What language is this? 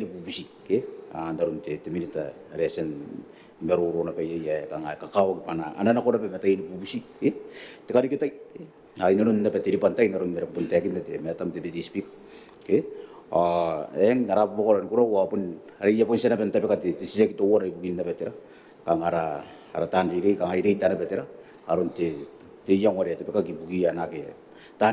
Gilbertese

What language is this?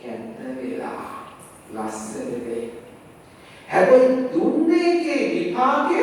Sinhala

